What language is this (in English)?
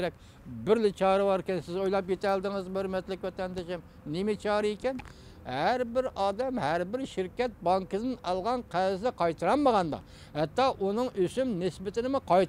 Uyghur